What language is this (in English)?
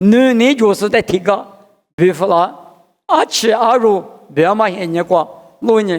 Lisu